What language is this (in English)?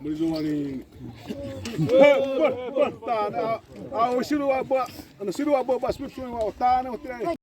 Xavánte